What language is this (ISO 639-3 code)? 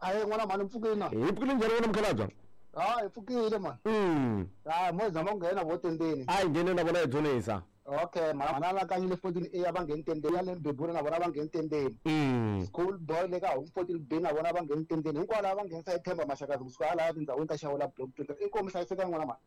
tso